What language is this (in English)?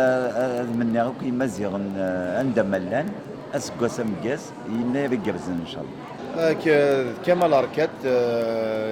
Kabyle